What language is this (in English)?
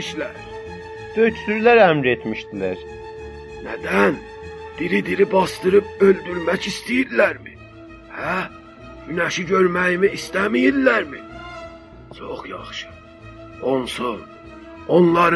South Azerbaijani